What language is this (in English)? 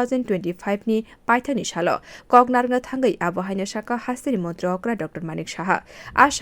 Kok Borok